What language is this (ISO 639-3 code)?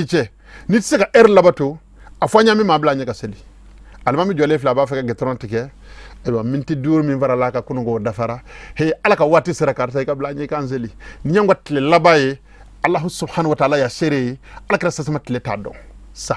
bam